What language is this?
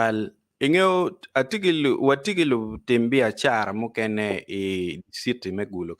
Acoli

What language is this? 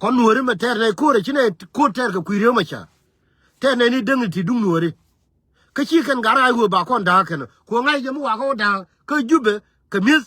Nuer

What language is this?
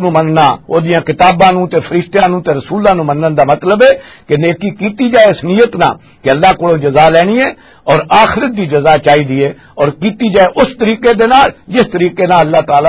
Western Panjabi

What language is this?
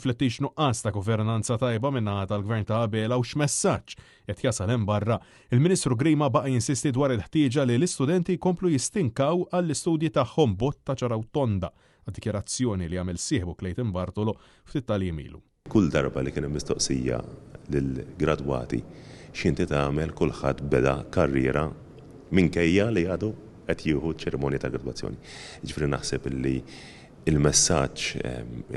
Maltese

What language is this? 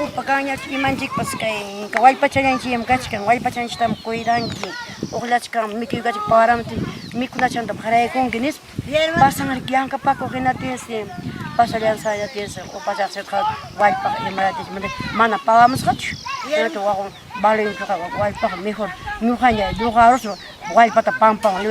Ayacucho Quechua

